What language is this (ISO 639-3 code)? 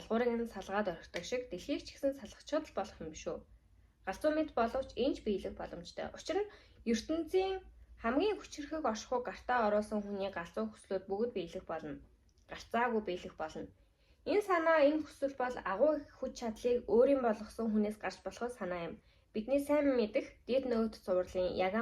mon